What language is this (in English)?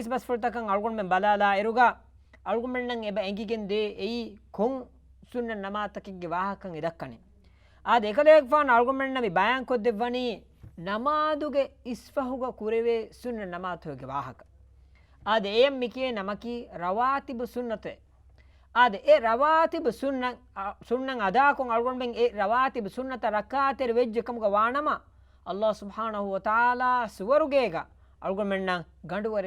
Divehi